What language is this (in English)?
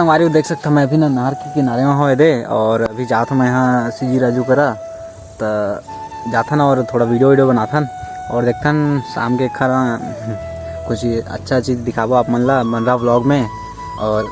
Chhattisgarhi